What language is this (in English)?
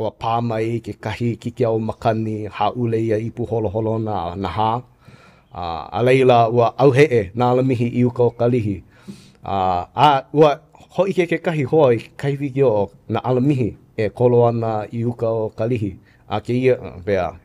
Hawaiian